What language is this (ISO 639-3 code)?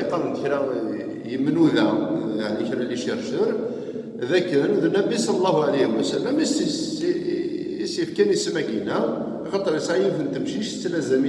kab